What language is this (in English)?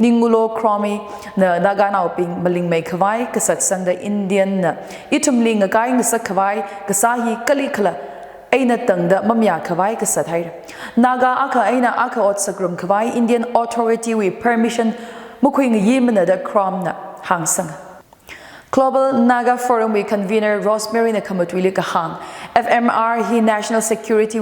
Tangkhul Naga (India)